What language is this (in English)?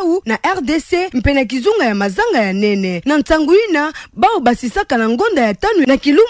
Kituba (Democratic Republic of Congo)